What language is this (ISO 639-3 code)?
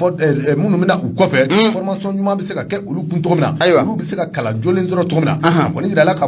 bam